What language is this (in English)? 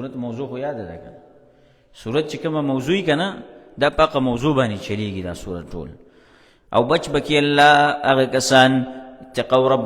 Pashto